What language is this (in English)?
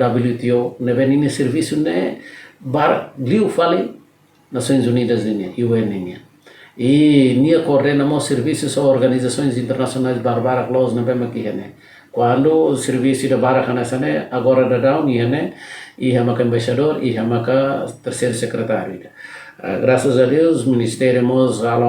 Tetum